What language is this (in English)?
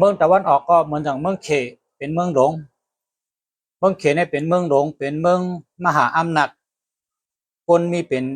Shan